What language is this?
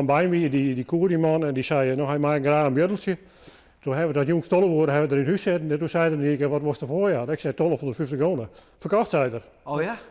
Western Frisian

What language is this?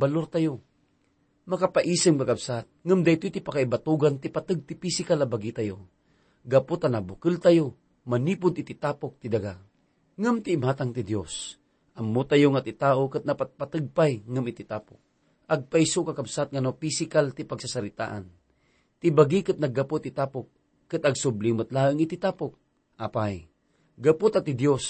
Iloko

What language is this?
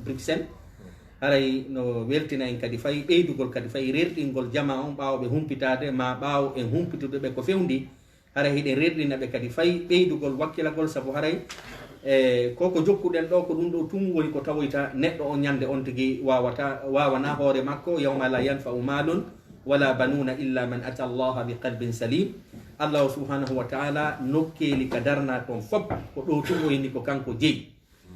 Fula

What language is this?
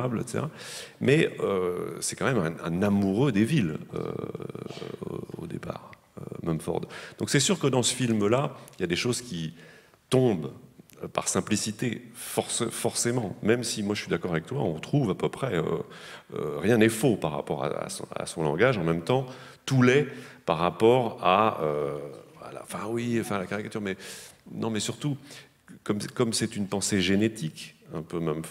French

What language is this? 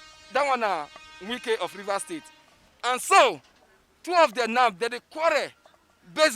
Nigerian Pidgin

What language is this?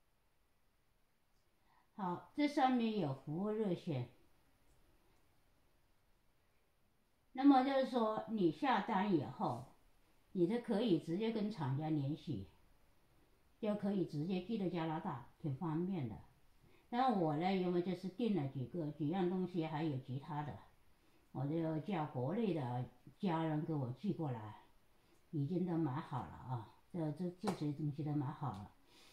Chinese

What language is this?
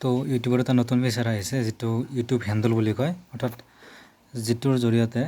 Assamese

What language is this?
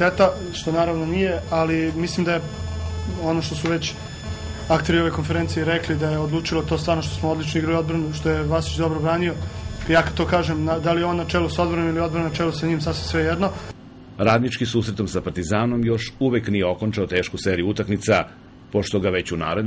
Serbian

